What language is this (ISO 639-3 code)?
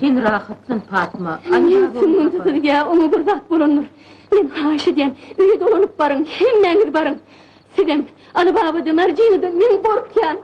tuk